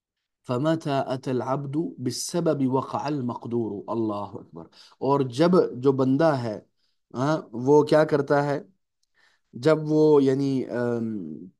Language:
Urdu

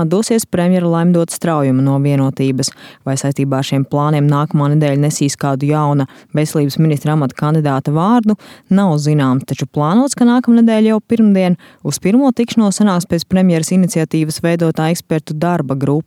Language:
Latvian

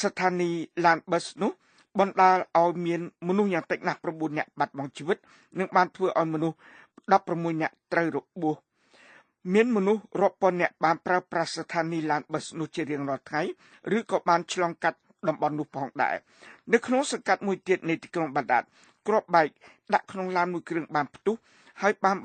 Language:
Khmer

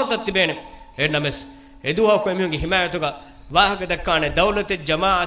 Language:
Divehi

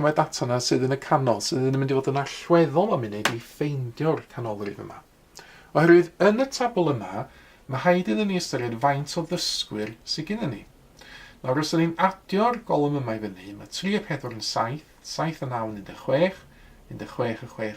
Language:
Welsh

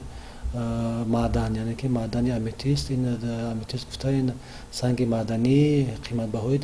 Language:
Tajik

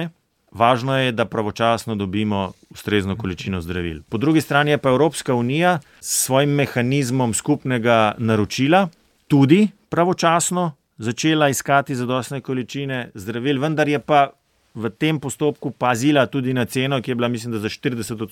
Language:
Slovenian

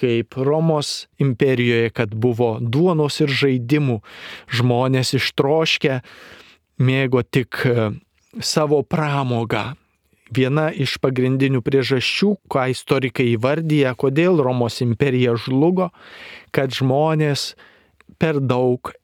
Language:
Lithuanian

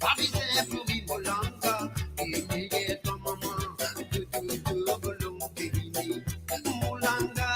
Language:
Morisyen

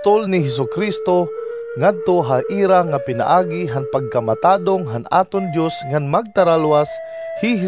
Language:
Waray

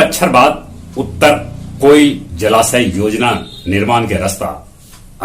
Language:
Magahi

